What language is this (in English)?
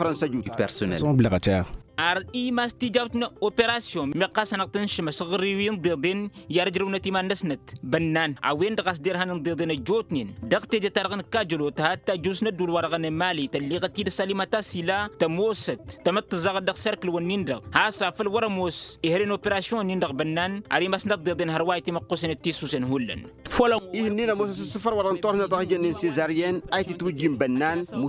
Tamasheq